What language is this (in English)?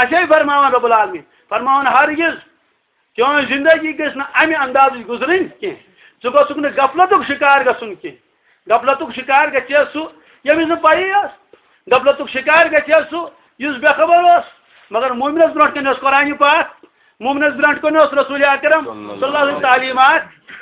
Kashmiri